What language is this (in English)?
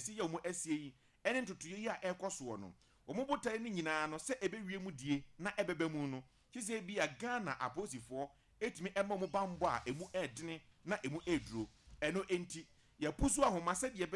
Akan